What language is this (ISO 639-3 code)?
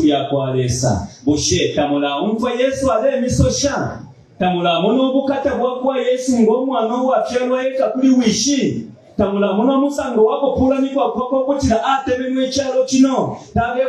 bem